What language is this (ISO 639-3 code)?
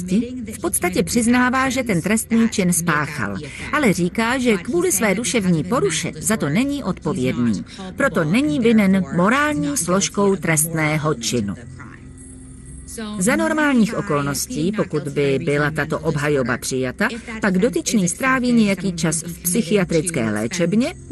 ces